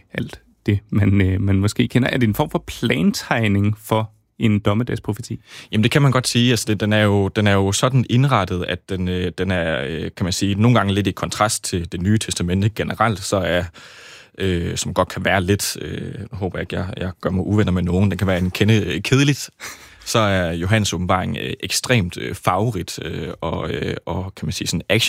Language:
Danish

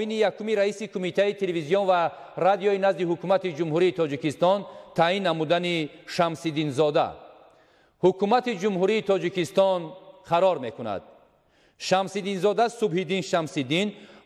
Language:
Tajik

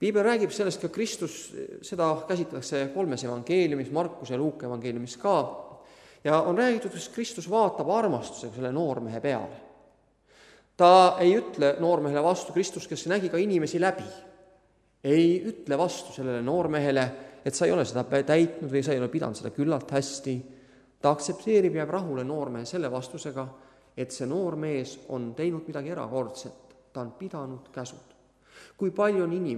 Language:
Estonian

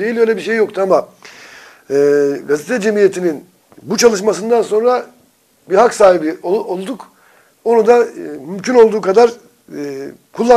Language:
Turkish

